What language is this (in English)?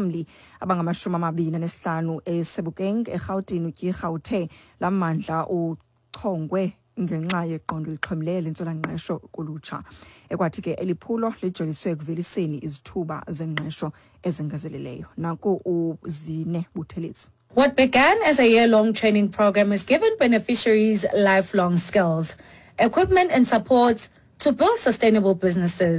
Xhosa